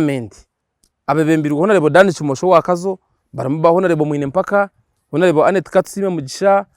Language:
Nyankole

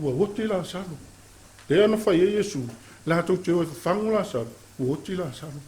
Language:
Samoan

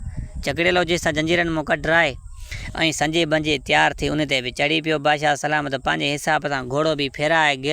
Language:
Sindhi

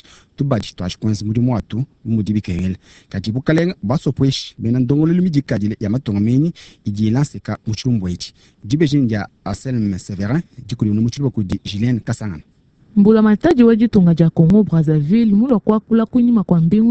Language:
Luba-Lulua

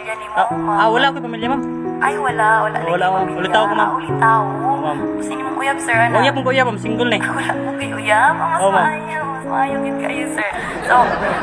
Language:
Cebuano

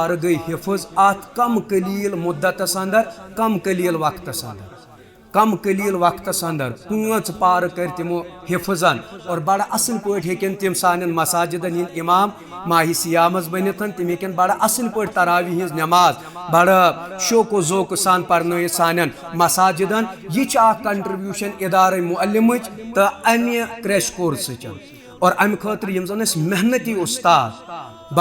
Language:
Kashmiri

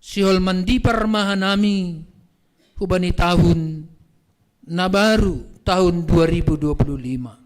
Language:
Batak Simalungun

